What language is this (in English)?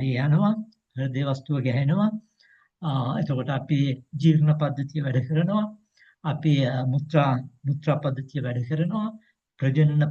Sinhala